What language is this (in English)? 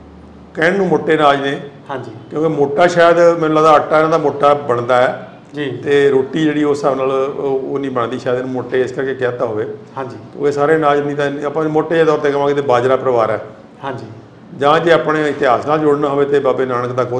Punjabi